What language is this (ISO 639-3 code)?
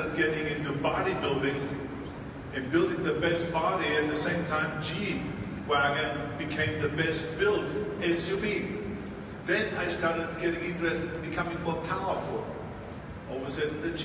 eng